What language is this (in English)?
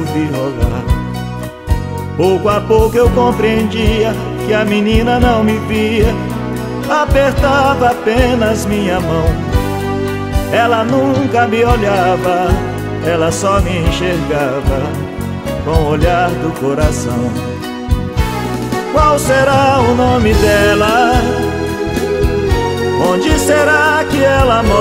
Portuguese